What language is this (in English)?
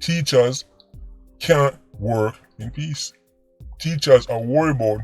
Jamaican Creole English